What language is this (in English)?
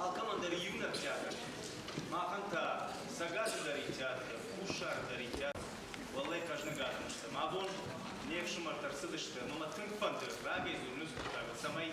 Ossetic